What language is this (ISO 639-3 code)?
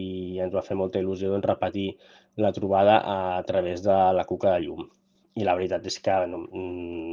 cat